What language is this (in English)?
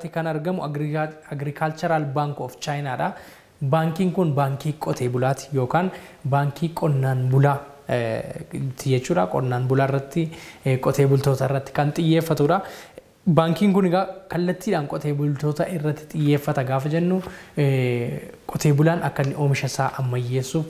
Oromo